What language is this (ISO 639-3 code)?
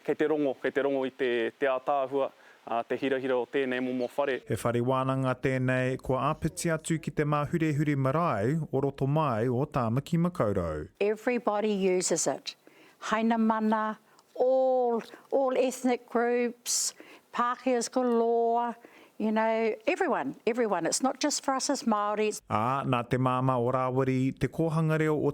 mri